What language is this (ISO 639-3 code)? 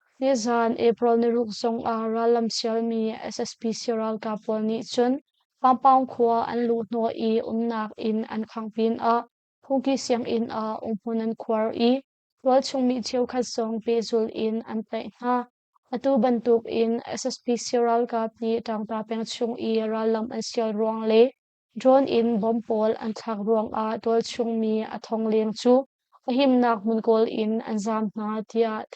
cnh